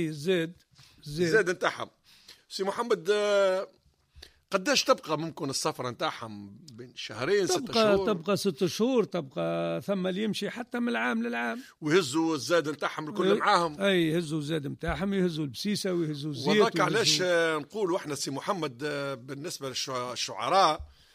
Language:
Tunisian Arabic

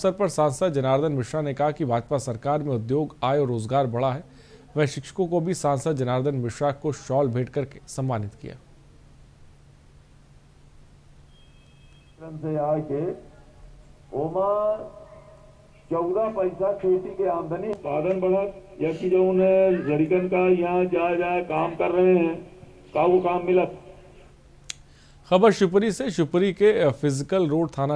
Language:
Hindi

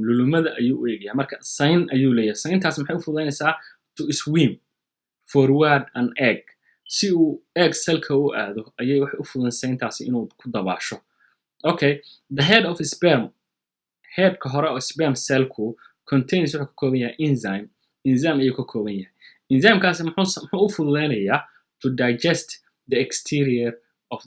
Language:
Somali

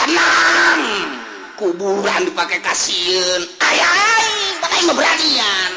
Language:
Sundanese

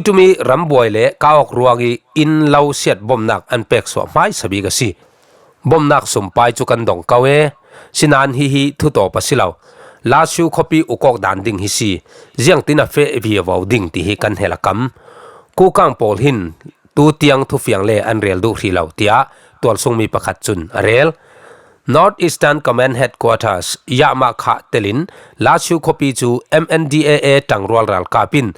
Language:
Falam Chin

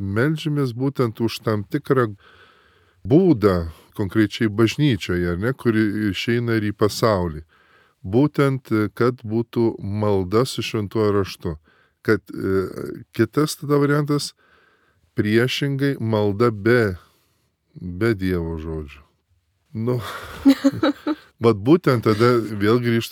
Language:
Lithuanian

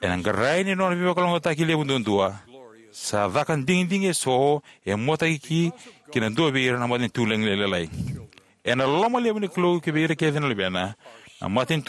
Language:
Fijian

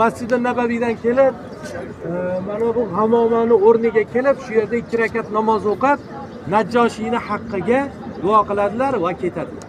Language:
Uzbek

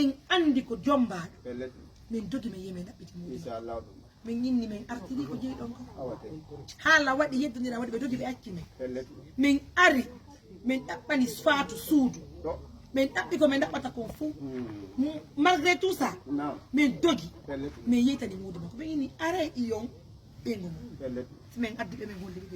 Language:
Fula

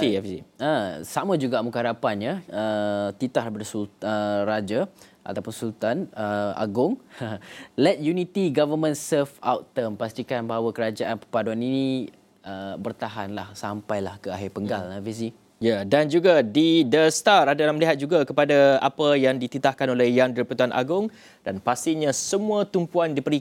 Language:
Malay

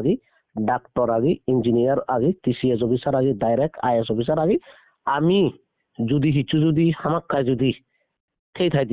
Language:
Chakma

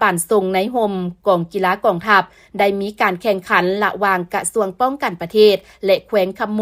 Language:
Lao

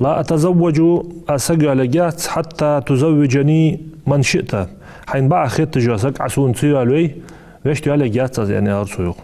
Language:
Ingush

